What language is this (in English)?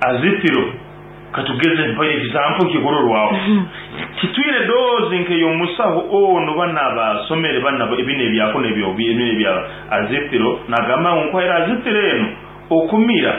Nyankole